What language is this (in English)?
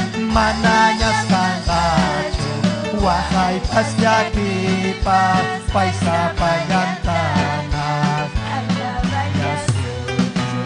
Ayacucho Quechua